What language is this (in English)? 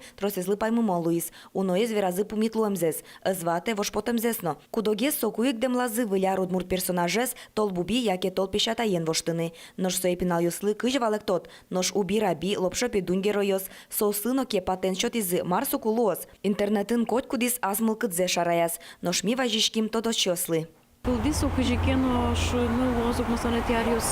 Udmurt